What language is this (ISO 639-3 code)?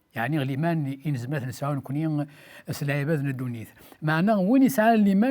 kab